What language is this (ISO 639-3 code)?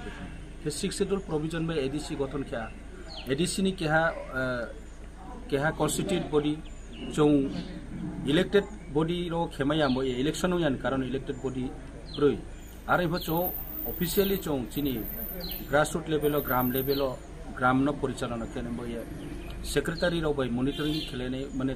trp